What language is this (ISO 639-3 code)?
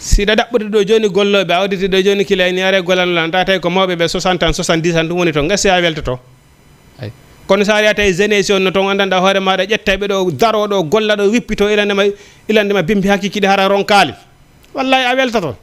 ful